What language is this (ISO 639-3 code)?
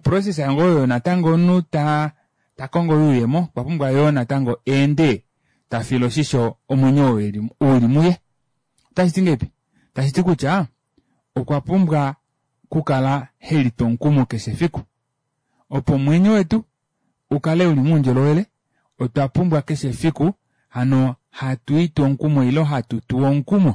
kua